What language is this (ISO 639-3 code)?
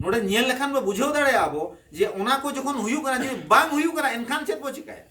sat